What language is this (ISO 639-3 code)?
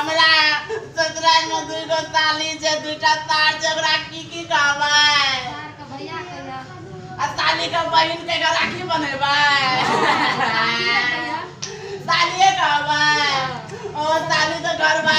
mai